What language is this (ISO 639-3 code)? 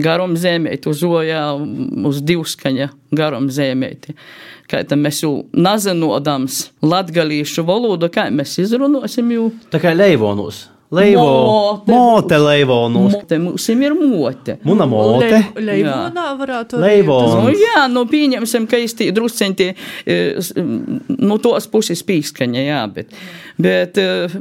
lav